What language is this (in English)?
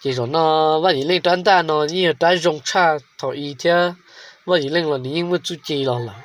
Hmong